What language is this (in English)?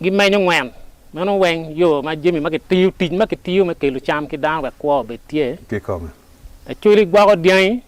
Acoli